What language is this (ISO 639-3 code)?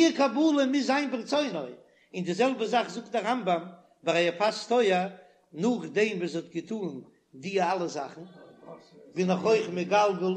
yid